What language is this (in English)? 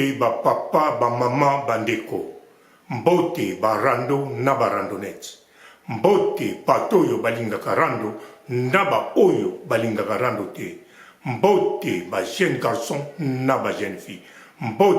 Lingala